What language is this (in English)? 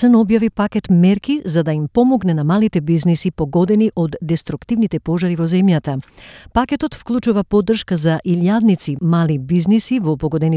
Macedonian